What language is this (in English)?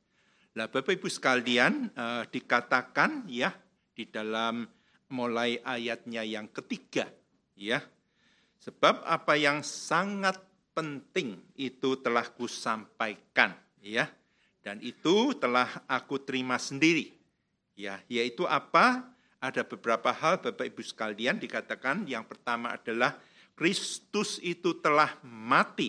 Indonesian